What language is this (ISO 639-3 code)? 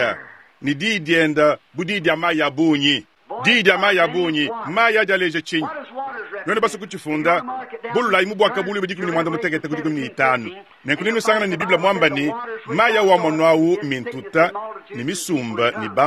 lua